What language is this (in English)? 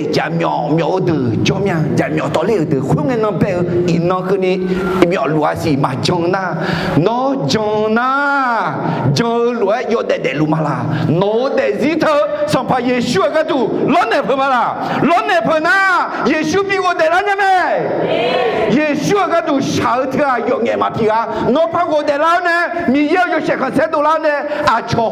Akha